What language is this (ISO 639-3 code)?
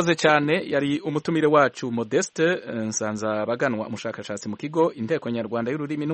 kin